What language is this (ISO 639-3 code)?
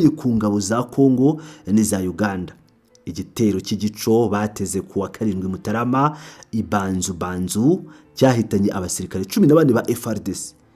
kin